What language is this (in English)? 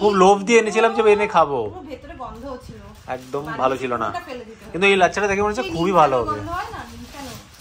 Bangla